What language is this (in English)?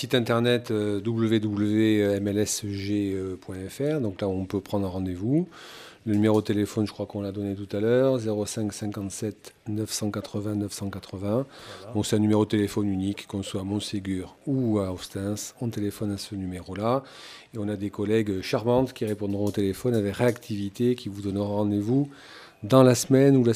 French